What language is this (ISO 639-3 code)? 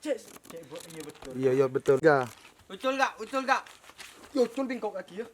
mad